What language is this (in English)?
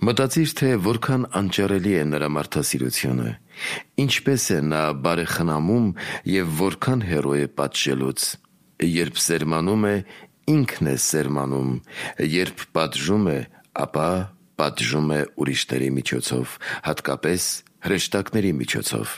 Armenian